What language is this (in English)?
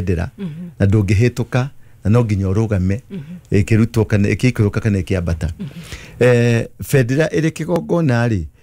Kikuyu